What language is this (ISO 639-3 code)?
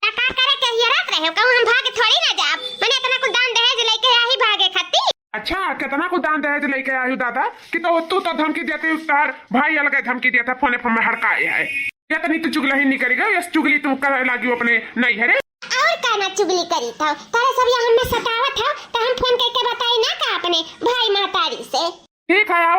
awa